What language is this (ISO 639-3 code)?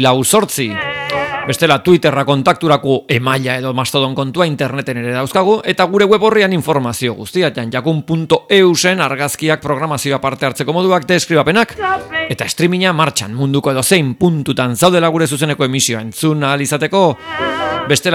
eus